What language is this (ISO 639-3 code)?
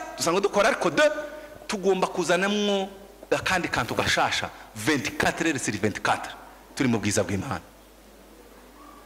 kin